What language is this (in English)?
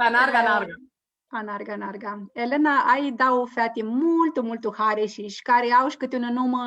Aromanian